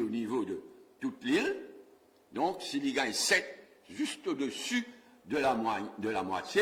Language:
Morisyen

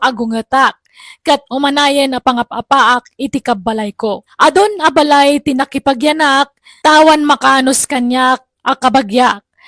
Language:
Iloko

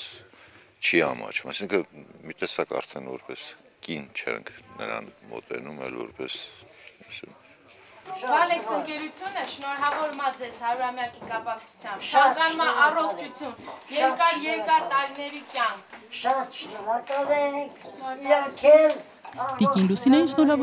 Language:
Armenian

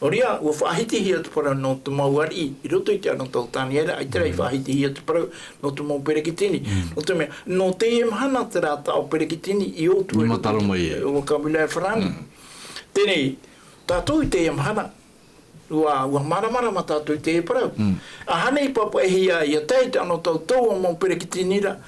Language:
Tahitian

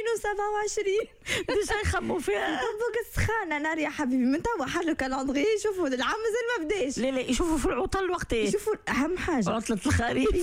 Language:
Tunisian Arabic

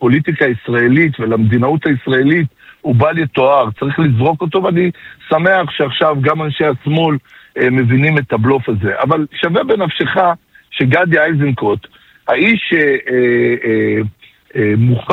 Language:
Hebrew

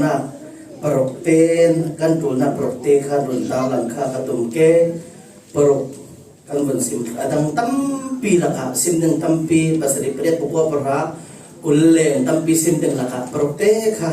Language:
Falam Chin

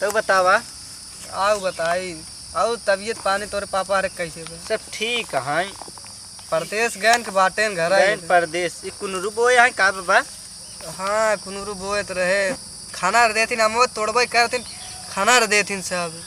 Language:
Awadhi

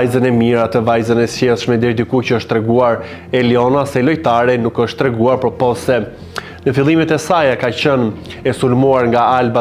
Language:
Albanian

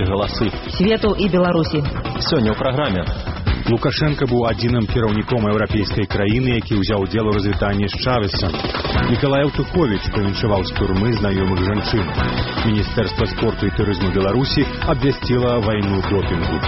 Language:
Belarusian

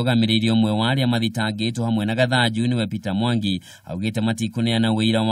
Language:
Kikuyu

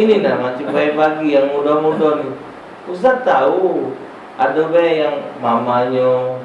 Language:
Musi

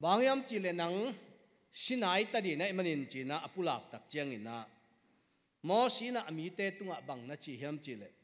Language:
Tedim Chin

